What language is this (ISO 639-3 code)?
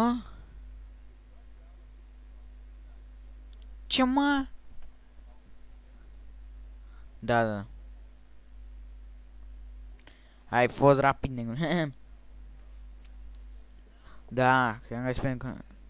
ron